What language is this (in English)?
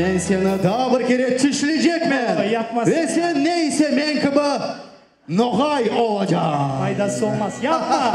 Crimean Tatar